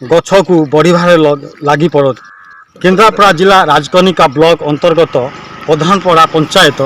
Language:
Odia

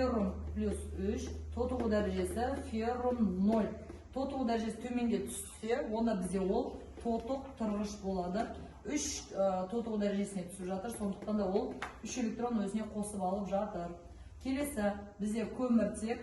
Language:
Kazakh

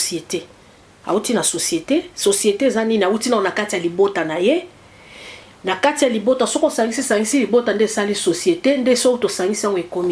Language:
Lingala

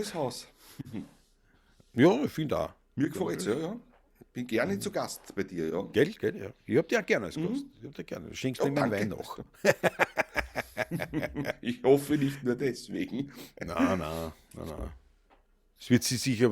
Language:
Bavarian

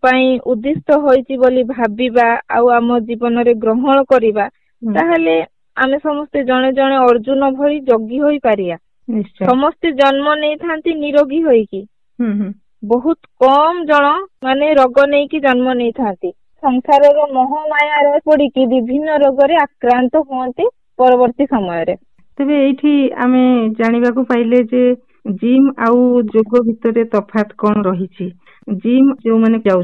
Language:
Odia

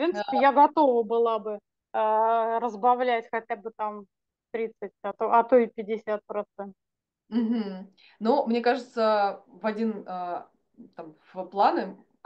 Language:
Russian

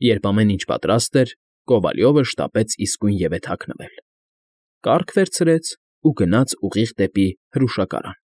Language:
Armenian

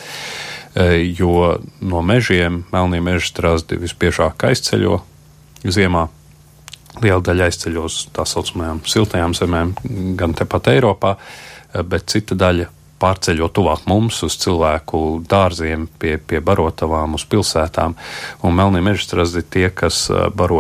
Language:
Latvian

